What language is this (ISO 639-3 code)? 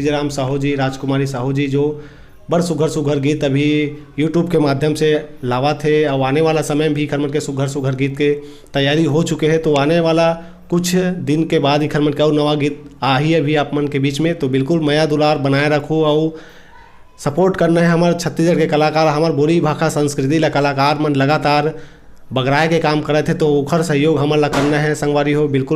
hne